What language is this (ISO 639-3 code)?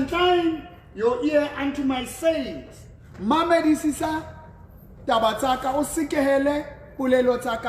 sot